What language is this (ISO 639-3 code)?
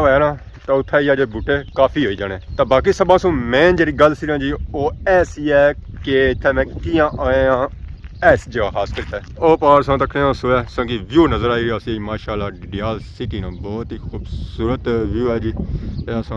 phr